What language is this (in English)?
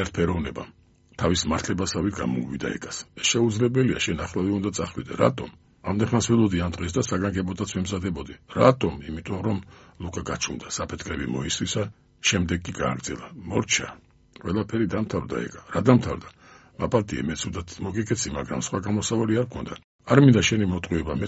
Georgian